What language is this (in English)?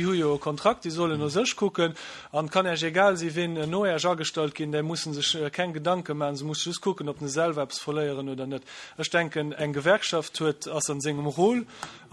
Luxembourgish